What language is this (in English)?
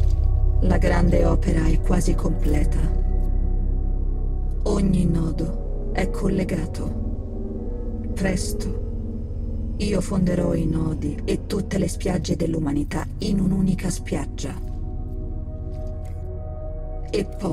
Italian